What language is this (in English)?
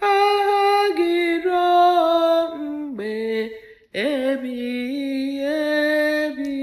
Igbo